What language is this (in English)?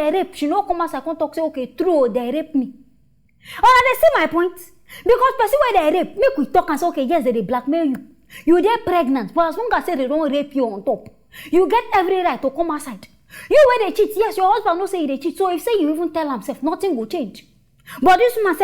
Nigerian Pidgin